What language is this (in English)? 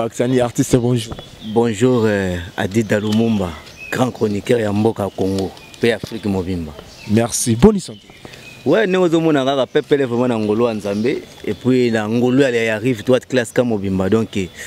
Lingala